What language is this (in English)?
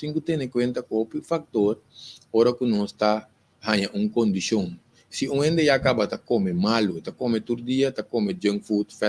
Papiamento